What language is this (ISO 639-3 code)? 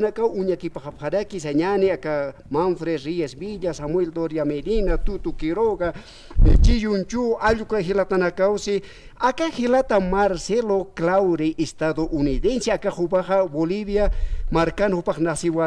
aym